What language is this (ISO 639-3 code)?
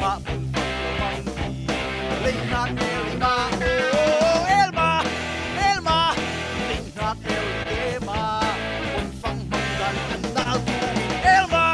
cfm